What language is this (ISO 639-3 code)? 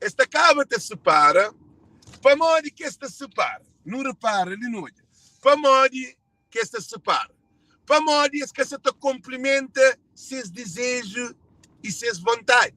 kea